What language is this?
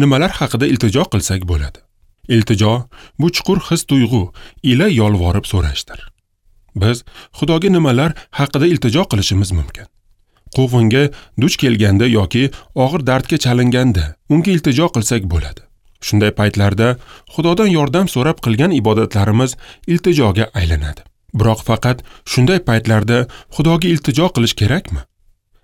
Uzbek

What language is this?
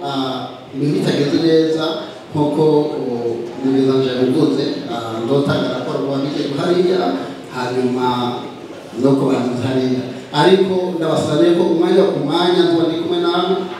Rundi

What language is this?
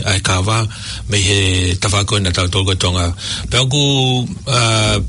Tongan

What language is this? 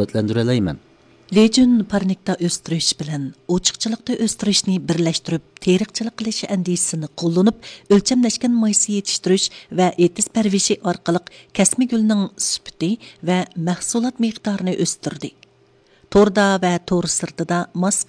Uyghur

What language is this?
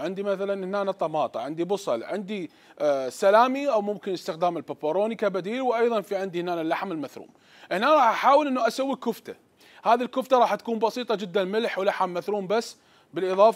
Mesopotamian Arabic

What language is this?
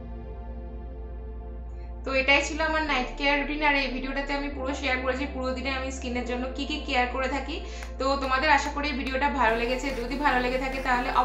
Bangla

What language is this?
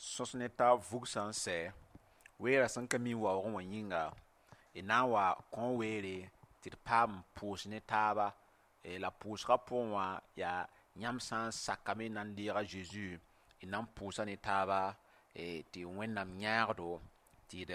Mossi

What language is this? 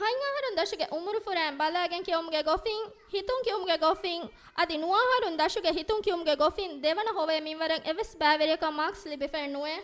Divehi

